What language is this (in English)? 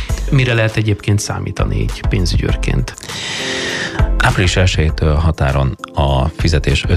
Hungarian